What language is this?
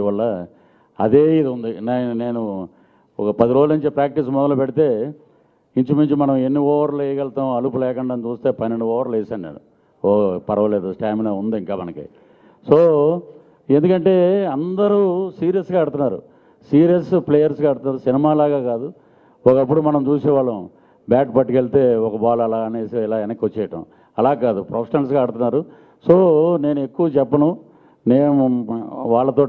Telugu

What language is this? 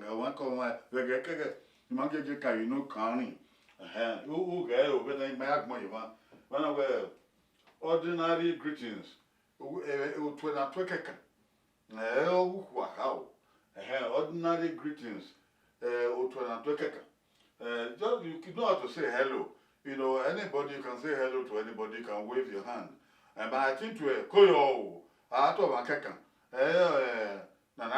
Bini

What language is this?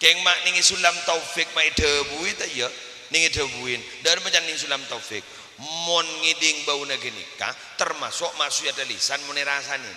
Madurese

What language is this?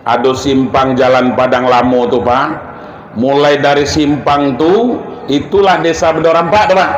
Minangkabau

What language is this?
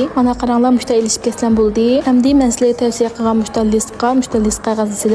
Uyghur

